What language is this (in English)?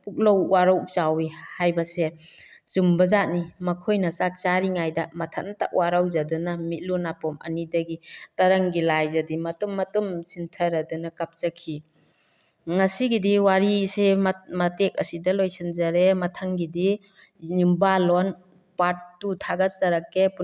Manipuri